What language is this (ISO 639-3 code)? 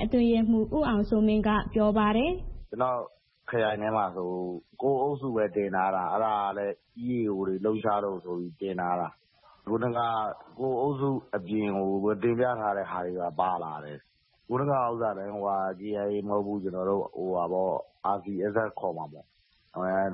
mya